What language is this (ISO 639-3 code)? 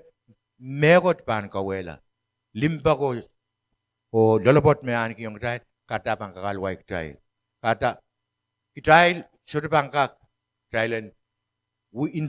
pon